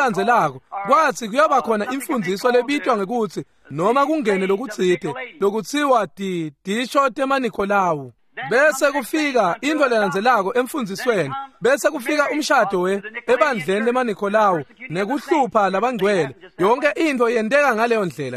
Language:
Swati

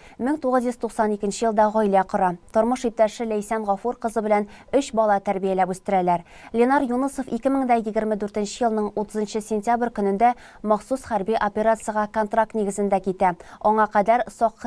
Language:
Tatar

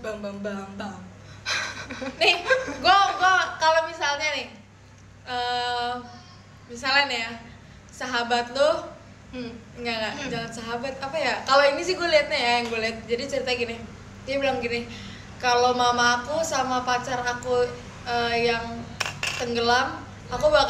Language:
Indonesian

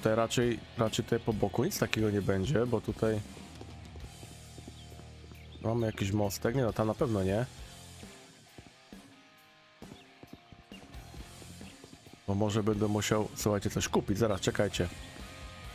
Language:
Polish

